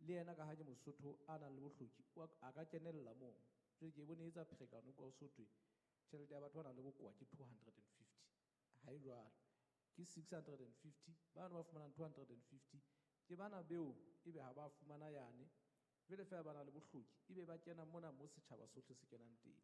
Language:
Southern Sotho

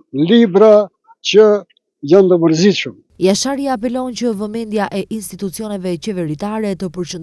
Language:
Albanian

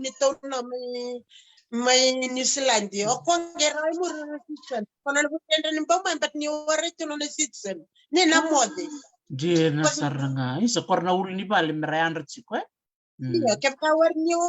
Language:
Fijian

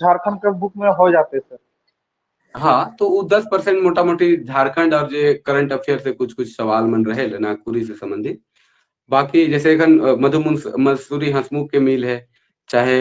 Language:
Sadri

